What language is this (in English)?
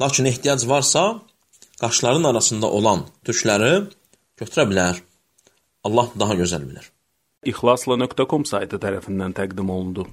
Azerbaijani